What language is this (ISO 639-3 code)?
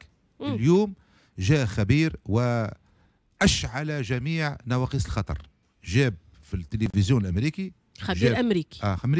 aeb